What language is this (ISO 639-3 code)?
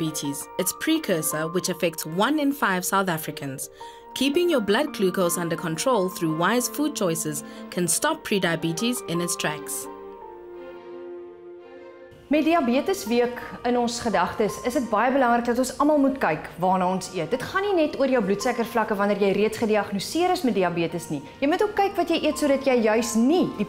afr